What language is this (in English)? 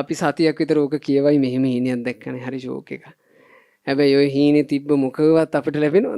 Sinhala